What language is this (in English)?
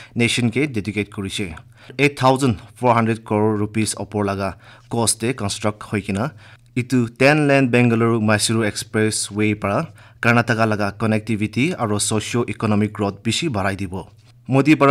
Naga Pidgin